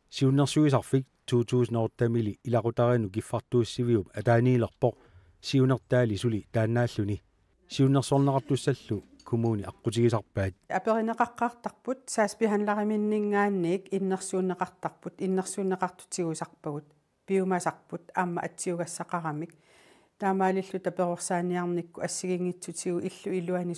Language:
Kalaallisut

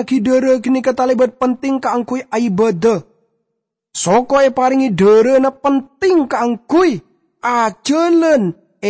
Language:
Madurese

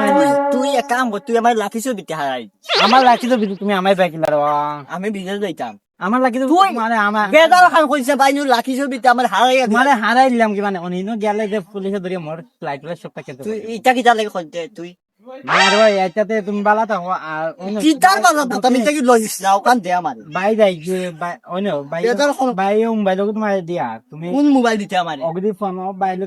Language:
Sylheti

